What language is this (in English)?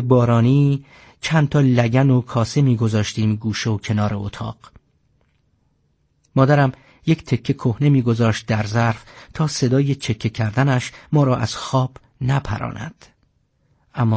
Persian